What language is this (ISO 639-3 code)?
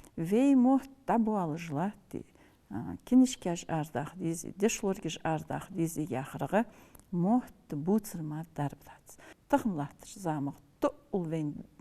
inh